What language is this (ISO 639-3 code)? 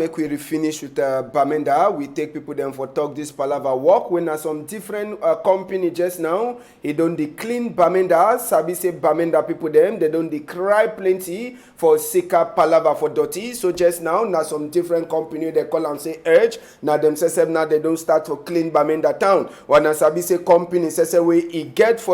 wes